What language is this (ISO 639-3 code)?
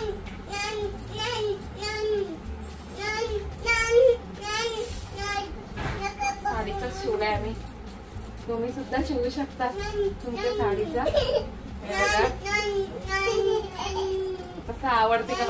mar